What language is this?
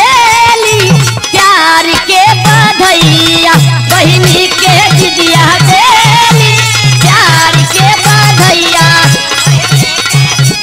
Bhojpuri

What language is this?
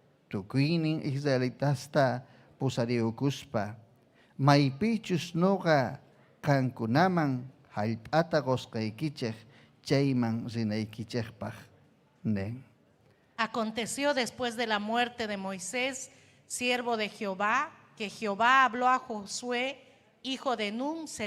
Ayacucho Quechua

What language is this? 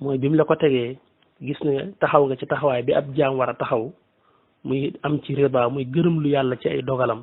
Wolof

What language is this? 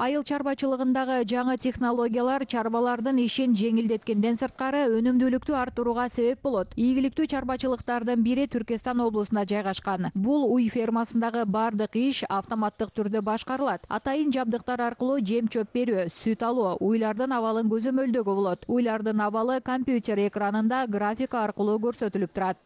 Kyrgyz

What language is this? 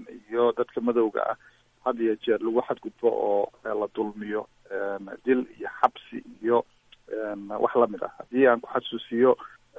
Somali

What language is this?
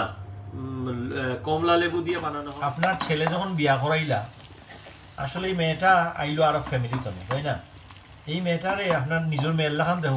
Sylheti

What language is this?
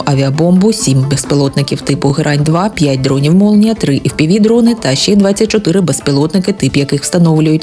Ukrainian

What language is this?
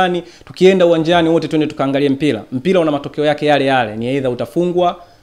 Swahili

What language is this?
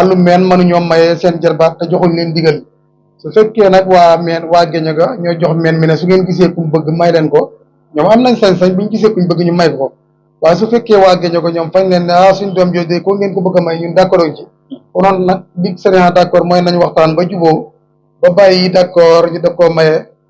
Wolof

